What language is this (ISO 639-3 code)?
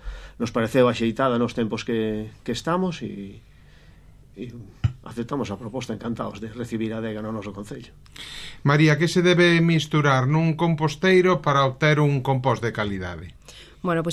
glg